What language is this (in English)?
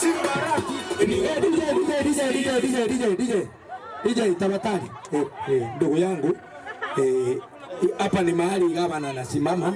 Gusii